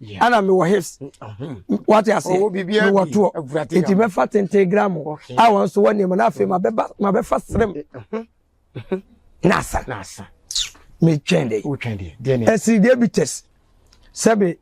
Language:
Akan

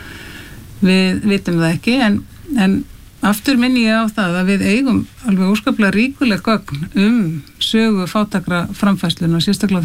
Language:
Icelandic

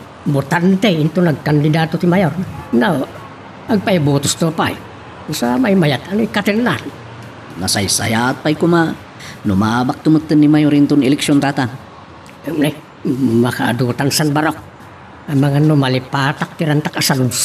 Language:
Iloko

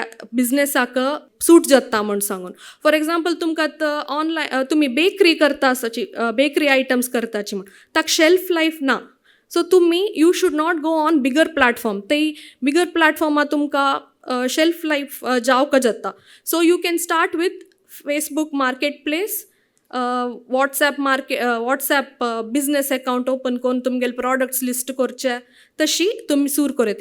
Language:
Konkani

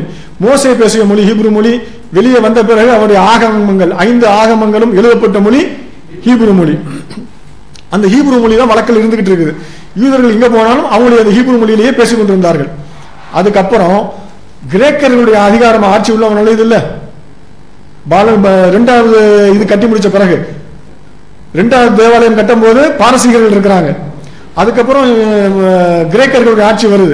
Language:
Tamil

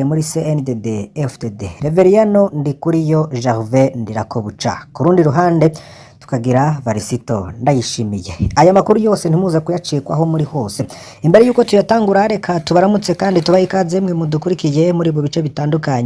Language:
Rundi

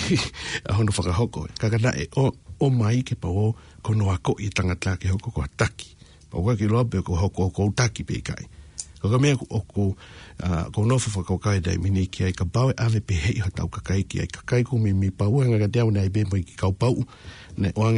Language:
Tongan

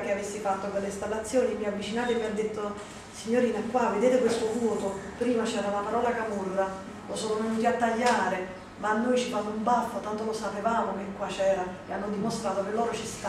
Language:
Italian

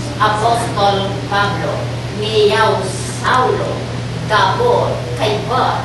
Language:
Pampanga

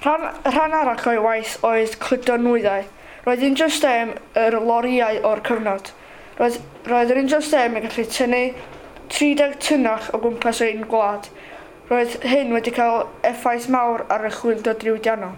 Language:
Welsh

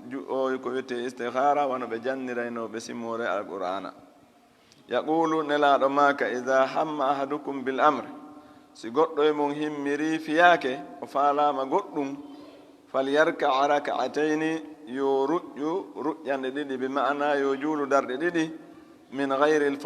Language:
Fula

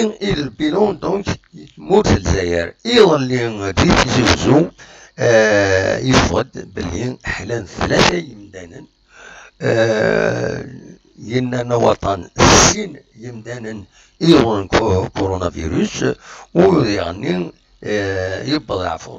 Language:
Kabyle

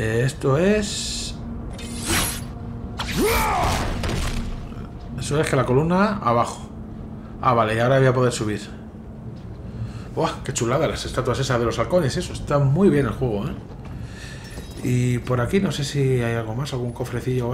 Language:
Spanish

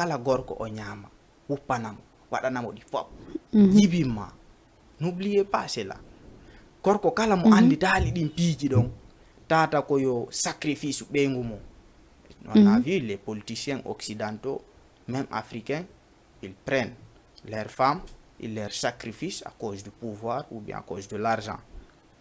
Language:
Fula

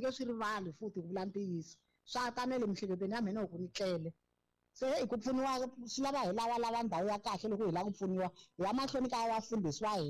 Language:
Tsonga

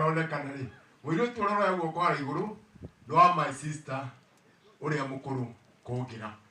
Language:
Kikuyu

